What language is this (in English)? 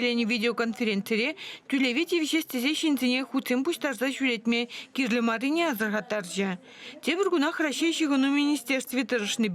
Chuvash